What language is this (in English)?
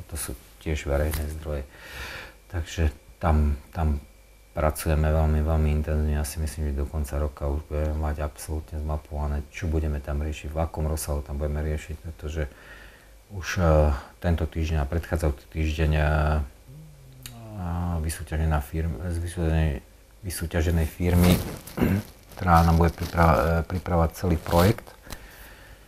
Slovak